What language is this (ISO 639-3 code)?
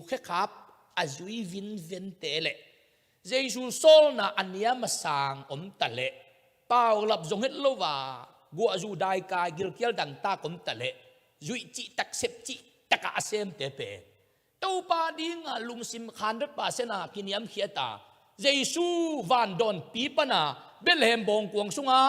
ctd